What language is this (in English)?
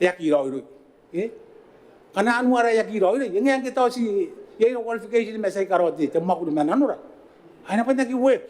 Gilbertese